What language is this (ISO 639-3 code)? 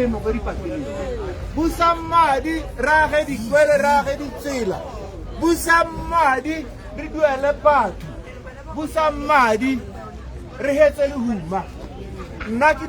tsn